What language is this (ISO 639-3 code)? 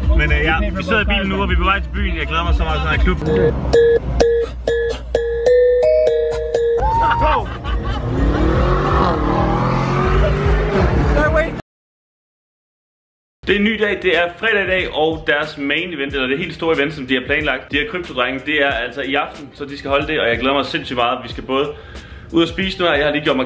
dan